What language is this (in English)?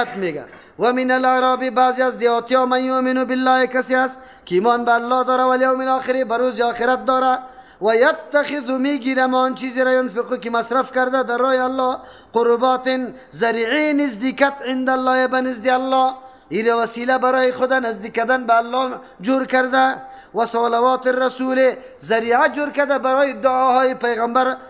Persian